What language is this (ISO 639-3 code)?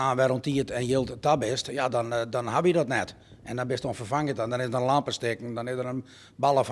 fry